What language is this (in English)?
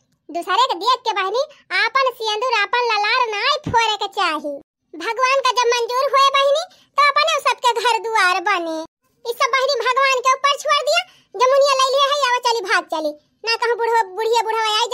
Awadhi